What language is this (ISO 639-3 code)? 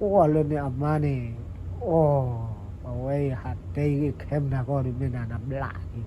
ksw